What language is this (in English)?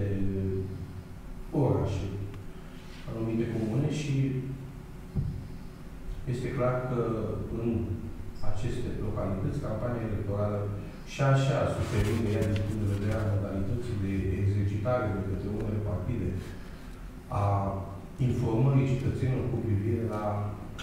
Romanian